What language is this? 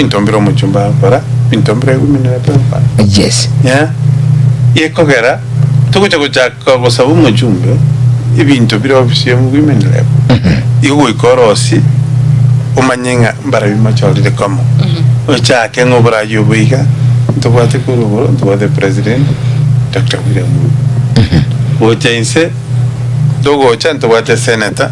Gusii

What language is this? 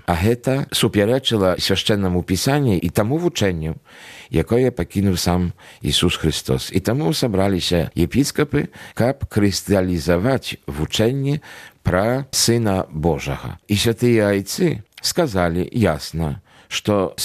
Belarusian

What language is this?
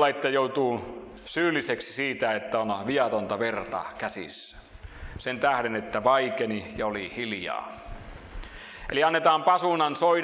Finnish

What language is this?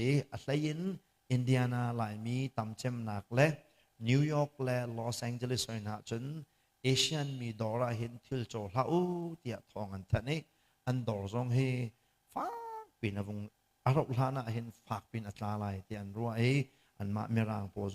Hakha Chin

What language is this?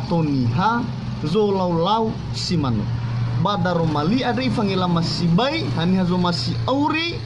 Nias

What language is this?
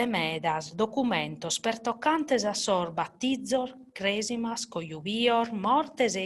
Sardinian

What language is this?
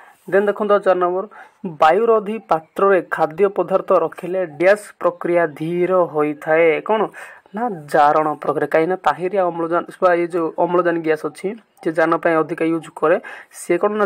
Odia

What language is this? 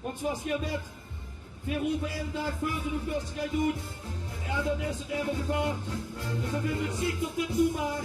Limburgish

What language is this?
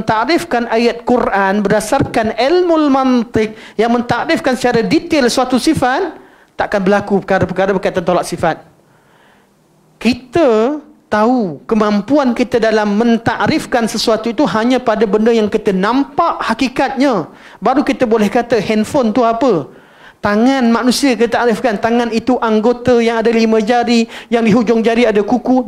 Malay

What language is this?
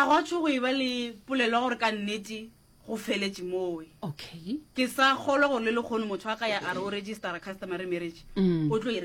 Northern Sotho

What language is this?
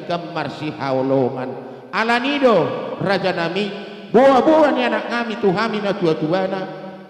Batak Karo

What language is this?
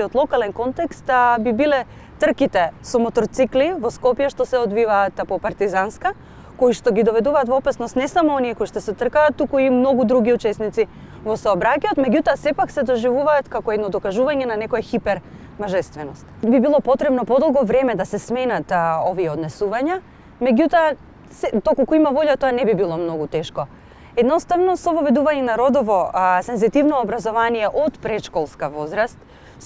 Macedonian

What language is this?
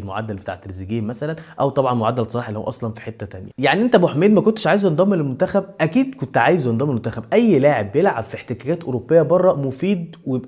Egyptian Arabic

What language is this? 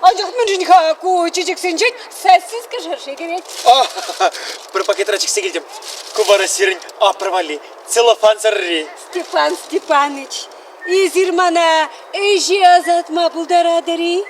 Chuvash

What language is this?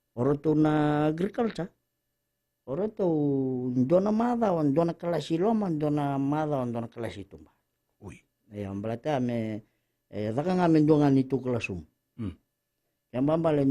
Fijian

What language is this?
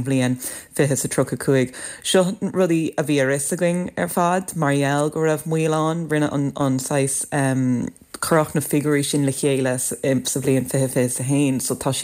Irish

